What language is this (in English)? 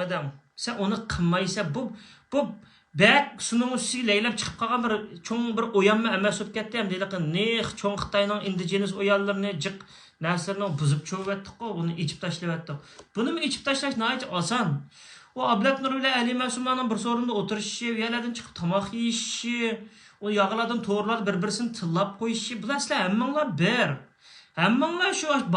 Uyghur